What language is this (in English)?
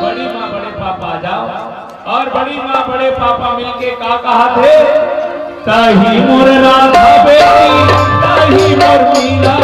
Chhattisgarhi